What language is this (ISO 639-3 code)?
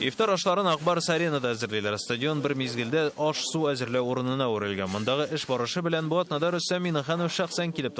tat